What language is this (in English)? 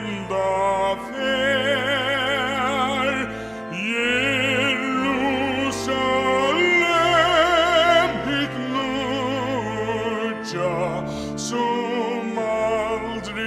Faroese